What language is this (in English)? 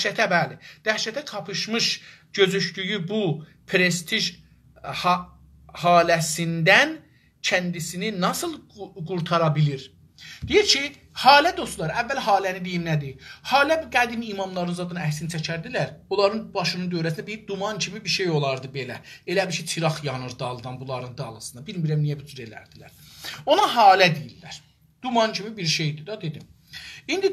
South Azerbaijani